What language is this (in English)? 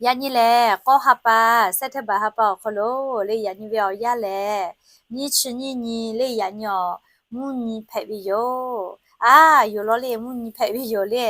Lahu